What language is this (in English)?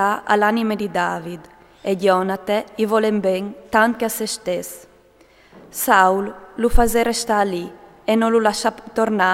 Friulian